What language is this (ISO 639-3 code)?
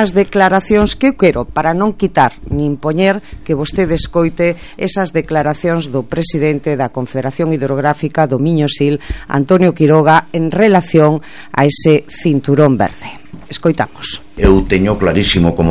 glg